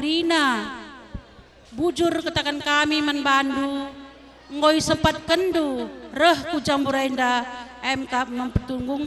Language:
Batak Karo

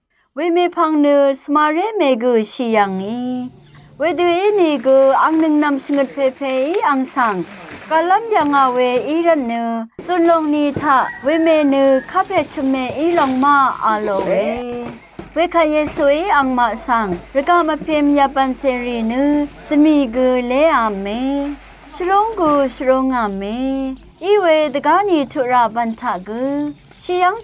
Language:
Rawang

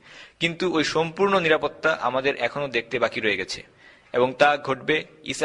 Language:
Bangla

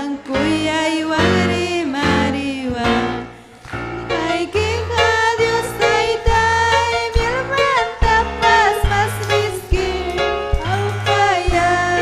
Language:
Ayacucho Quechua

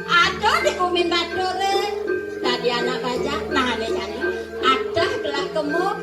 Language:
Balinese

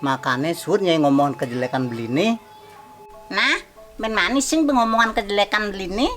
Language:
Balinese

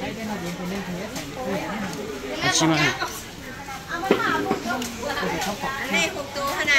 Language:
Vietnamese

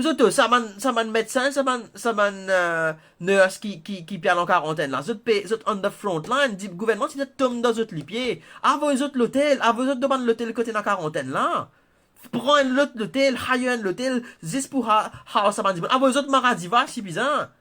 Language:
Morisyen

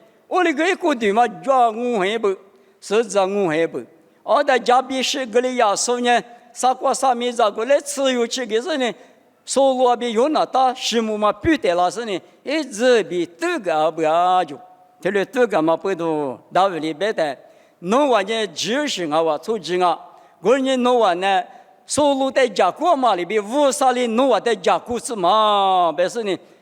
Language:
Lisu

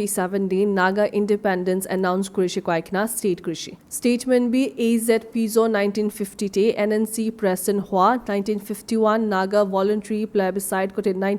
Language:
Naga Pidgin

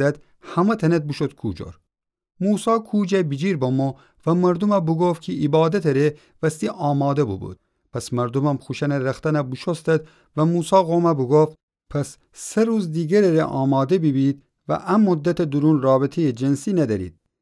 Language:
Gilaki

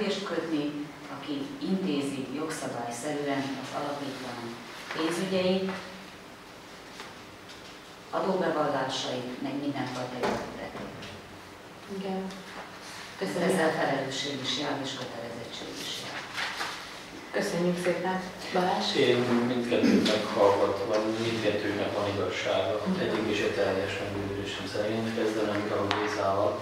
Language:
Hungarian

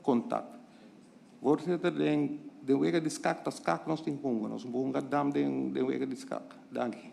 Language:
Papiamento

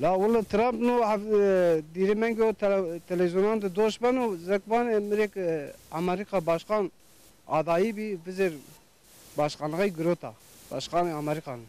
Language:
Zaza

